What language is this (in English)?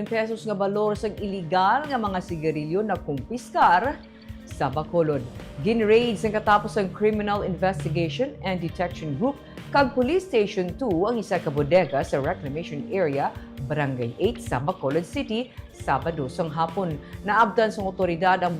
Hiligaynon